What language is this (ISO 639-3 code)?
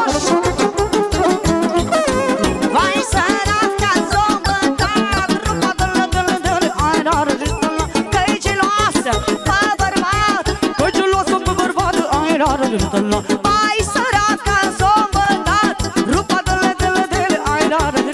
ron